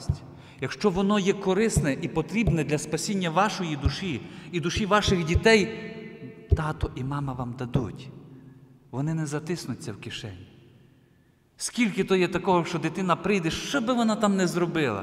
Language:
Ukrainian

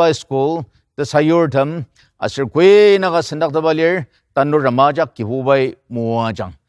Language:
Ao Naga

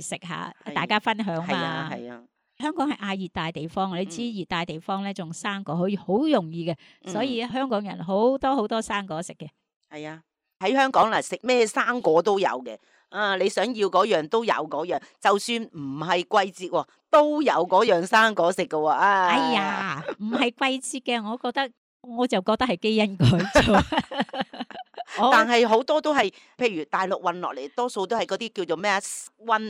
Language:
Cantonese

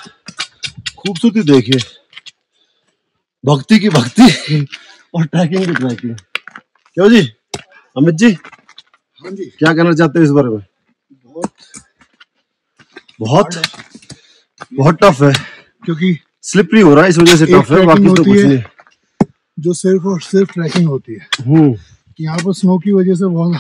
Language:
Hindi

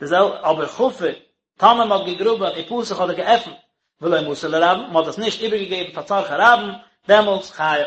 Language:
Yiddish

